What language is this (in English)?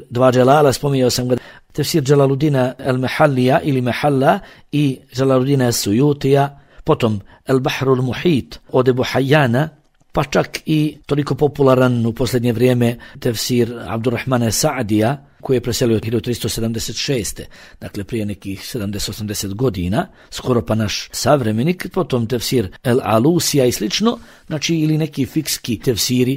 Bosnian